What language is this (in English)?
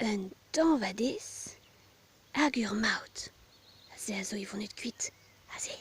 Breton